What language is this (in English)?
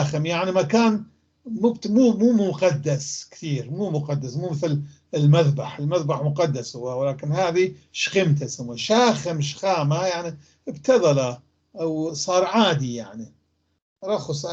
North Levantine Arabic